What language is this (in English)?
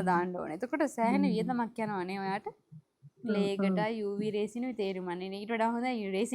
Sinhala